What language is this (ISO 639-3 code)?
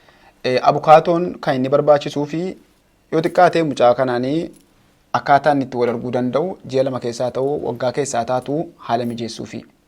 orm